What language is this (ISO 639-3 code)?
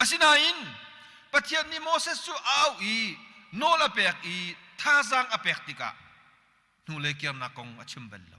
cnh